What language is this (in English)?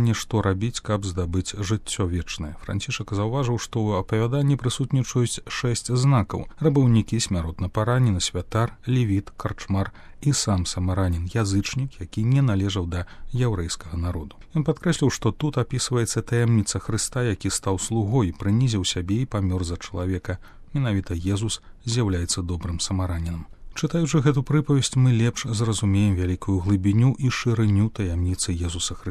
Belarusian